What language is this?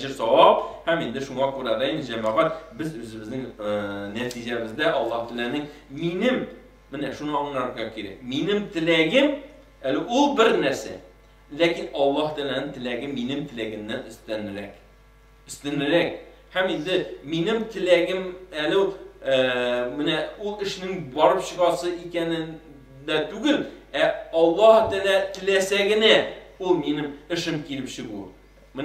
Tatar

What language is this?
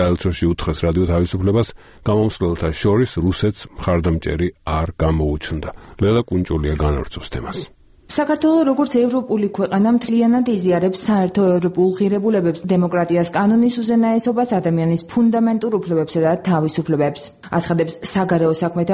Georgian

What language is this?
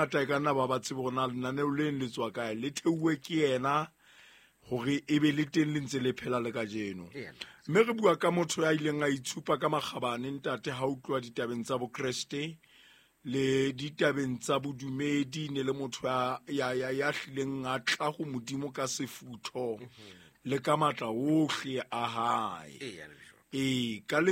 Southern Sotho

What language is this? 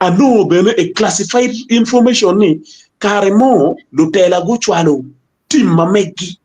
Acoli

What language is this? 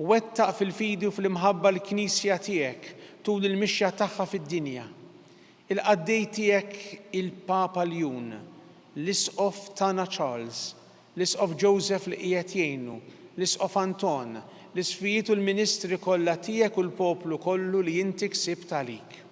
Maltese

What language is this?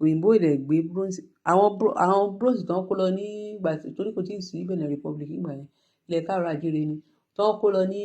Yoruba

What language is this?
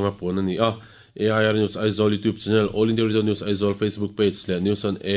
Mizo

